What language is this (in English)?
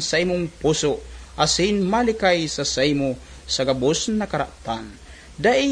Bikol